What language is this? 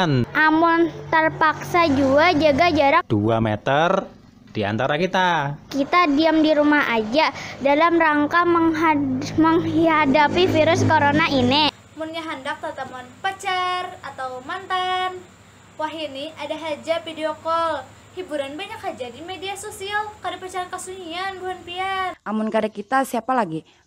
Banjar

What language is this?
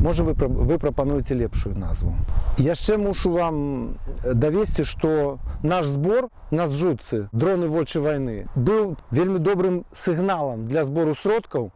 Belarusian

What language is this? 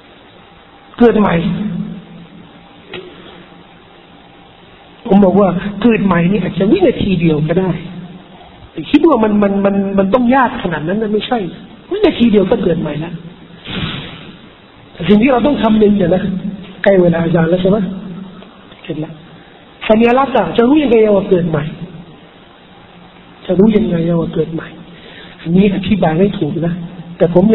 Thai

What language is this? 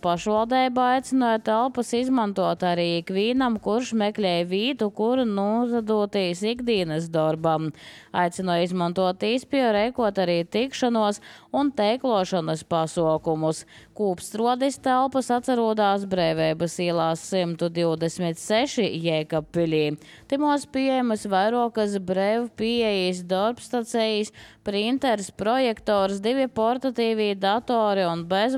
Latvian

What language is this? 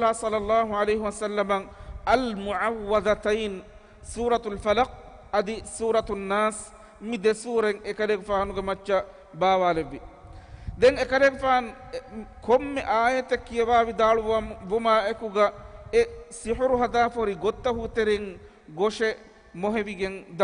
Divehi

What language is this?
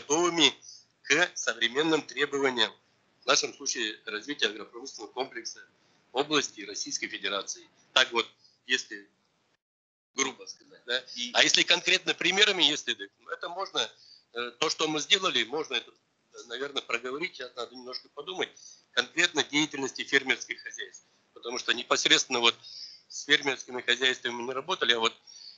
Russian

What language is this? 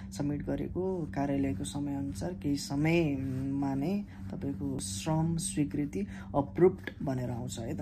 Nepali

